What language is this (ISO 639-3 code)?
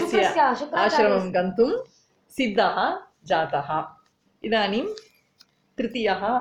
san